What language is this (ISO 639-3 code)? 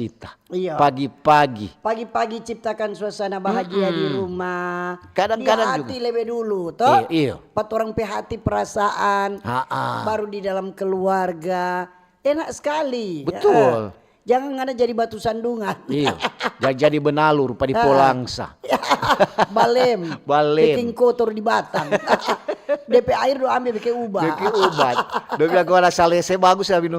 xmm